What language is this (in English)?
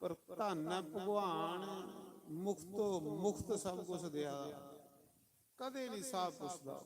Dogri